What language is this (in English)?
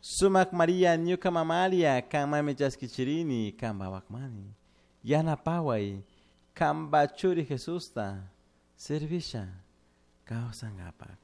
Chimborazo Highland Quichua